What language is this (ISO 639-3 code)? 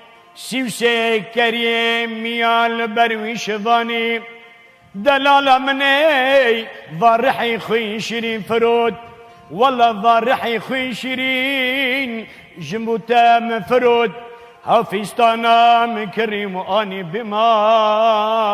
kur